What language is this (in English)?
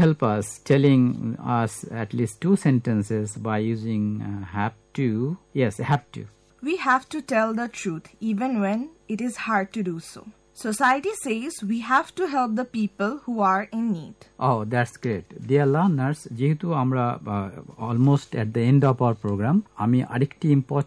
Bangla